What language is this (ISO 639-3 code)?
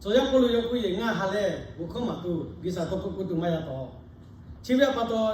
lhu